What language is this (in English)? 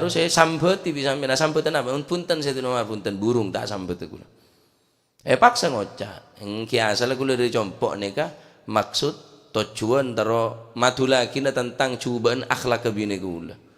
Madurese